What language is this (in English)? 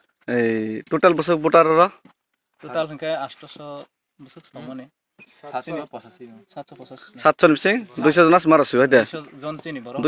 Kok Borok